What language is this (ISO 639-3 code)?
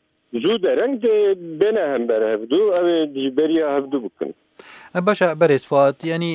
kur